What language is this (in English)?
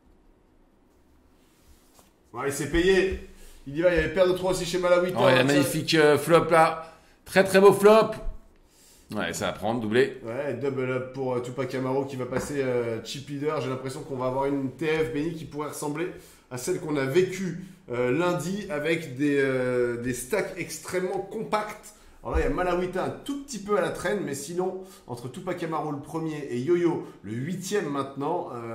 French